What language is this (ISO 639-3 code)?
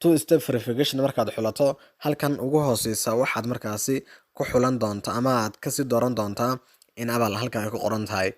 som